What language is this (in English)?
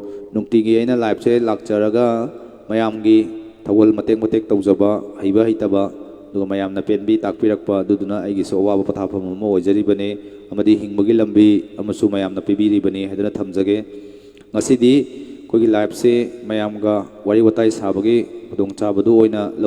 Manipuri